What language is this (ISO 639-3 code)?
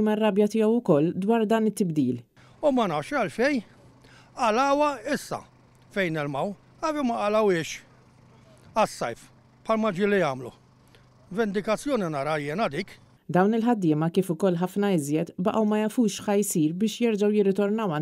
mlt